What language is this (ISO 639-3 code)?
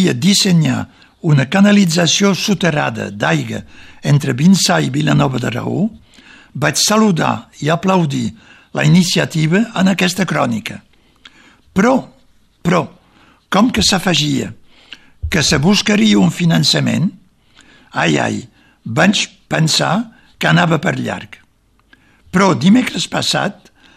cat